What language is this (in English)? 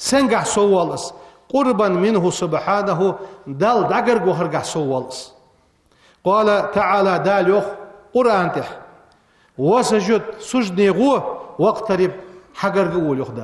Ingush